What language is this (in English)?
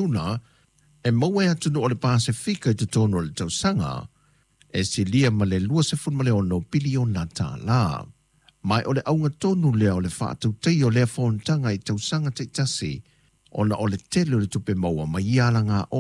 Samoan